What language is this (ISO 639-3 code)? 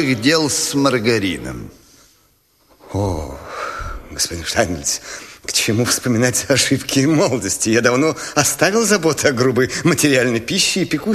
rus